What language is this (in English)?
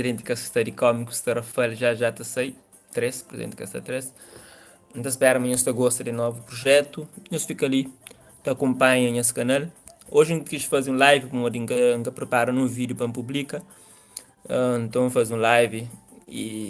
Kabuverdianu